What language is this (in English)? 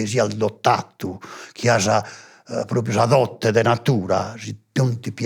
Sardinian